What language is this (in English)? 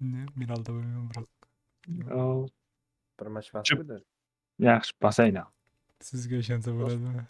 Kara-Kalpak